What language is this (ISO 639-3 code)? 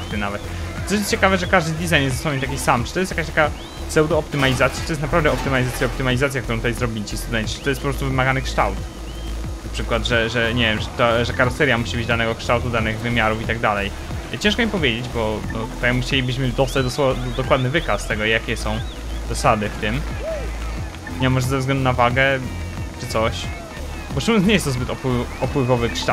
pol